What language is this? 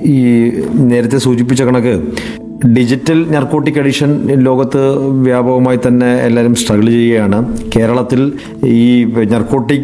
Malayalam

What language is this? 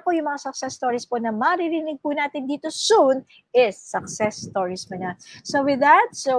Filipino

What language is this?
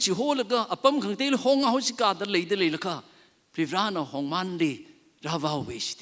Tangkhul Naga (India)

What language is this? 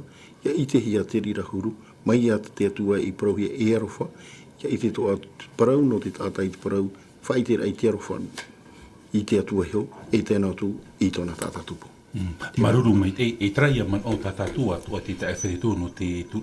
Tahitian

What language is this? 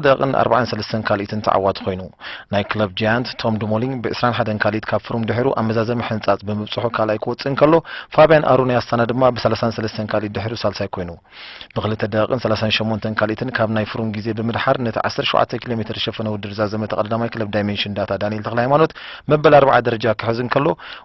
Tigrinya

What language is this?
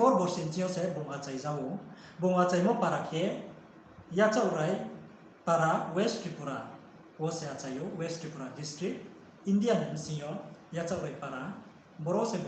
Riang (India)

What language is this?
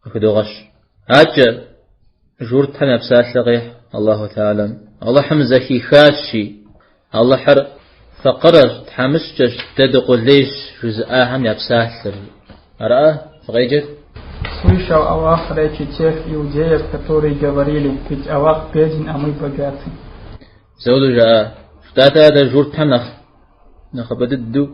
Kabardian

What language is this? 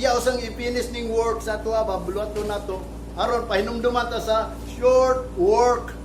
Cebuano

